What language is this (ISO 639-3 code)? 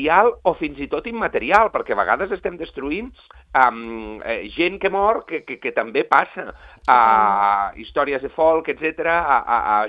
cat